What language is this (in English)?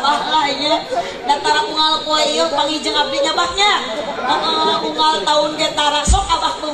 Sundanese